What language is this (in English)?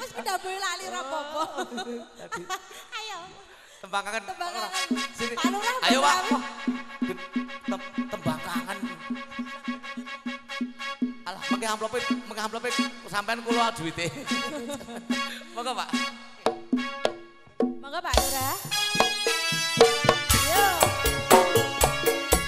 Javanese